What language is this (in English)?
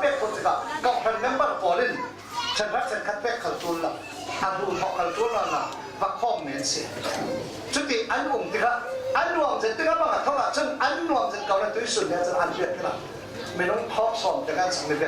Falam Chin